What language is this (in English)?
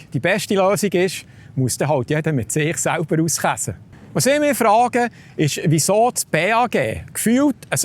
Swiss German